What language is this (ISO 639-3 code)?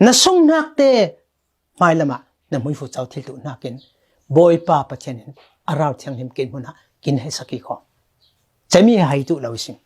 cfm